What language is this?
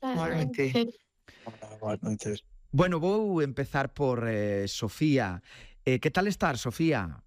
Galician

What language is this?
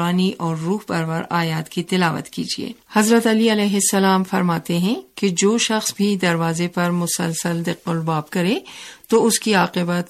Urdu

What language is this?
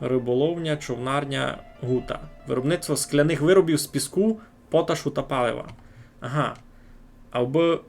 Rusyn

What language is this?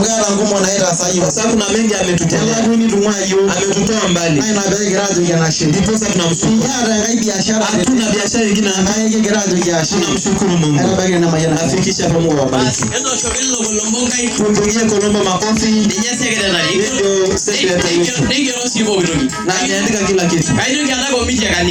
Masai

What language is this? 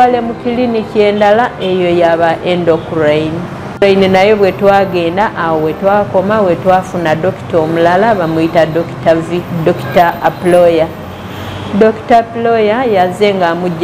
Ganda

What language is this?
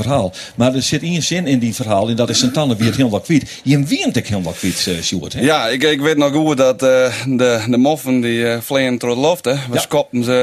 Western Frisian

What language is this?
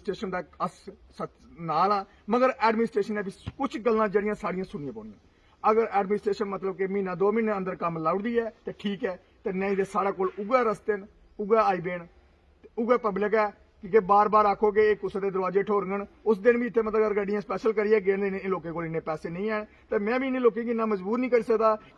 Dogri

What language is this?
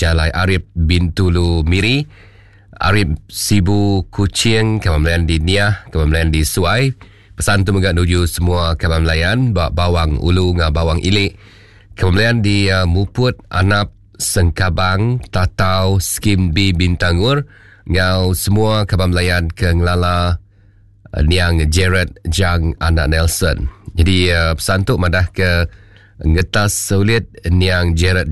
Iban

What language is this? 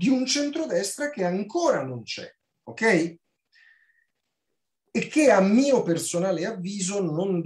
Italian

